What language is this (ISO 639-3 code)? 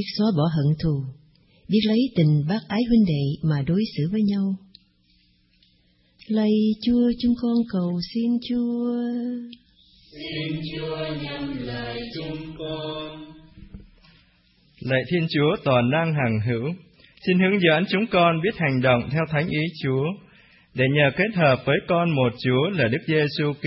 vie